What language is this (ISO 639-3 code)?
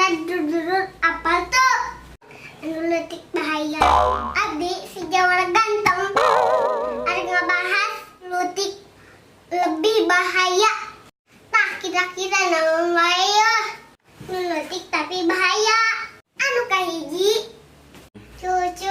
sun